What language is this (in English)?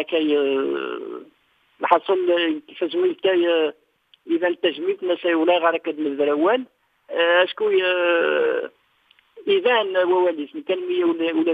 Kabyle